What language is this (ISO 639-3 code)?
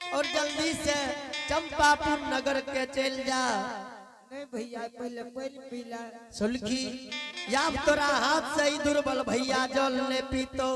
anp